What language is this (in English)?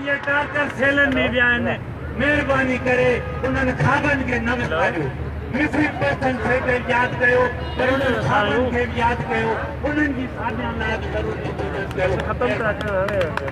Sindhi